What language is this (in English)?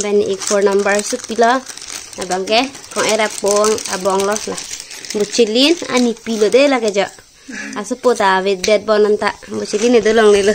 Karbi